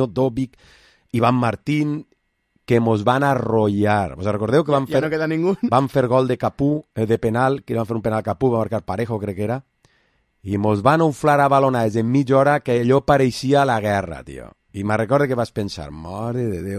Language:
Catalan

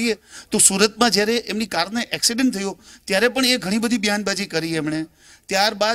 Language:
Gujarati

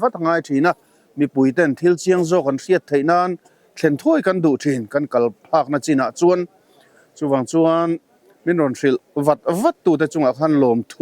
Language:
Mizo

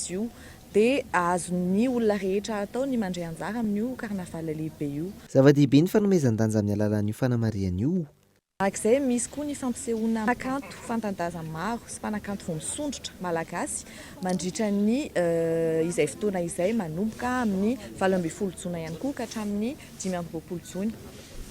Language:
Malagasy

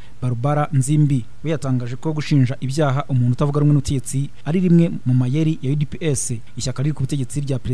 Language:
Kinyarwanda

